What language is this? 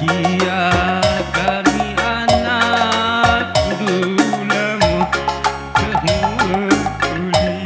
Batak Karo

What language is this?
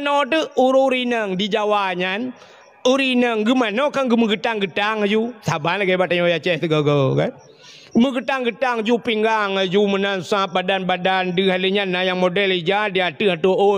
Achinese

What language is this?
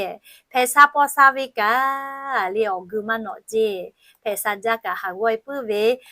Lahu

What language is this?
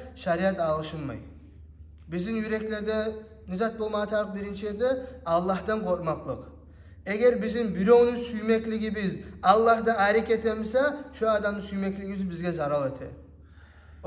Kumyk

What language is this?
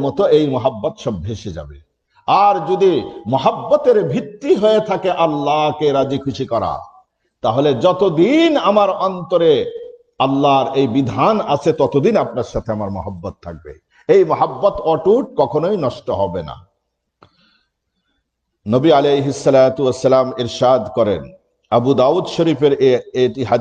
Bangla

